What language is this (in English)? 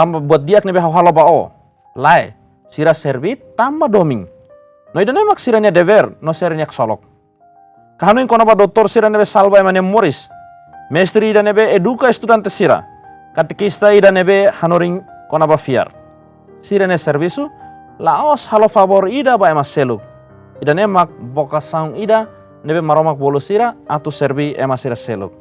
Tetum